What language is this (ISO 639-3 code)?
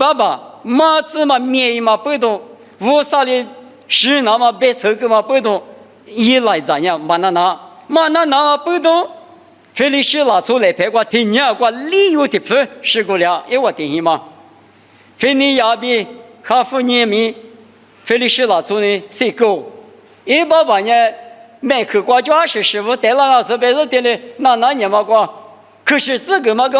lis